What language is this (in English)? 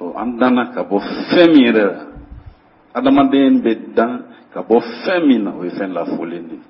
Bambara